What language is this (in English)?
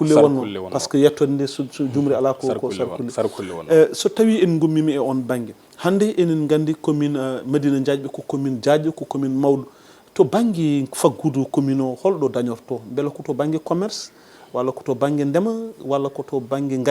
Fula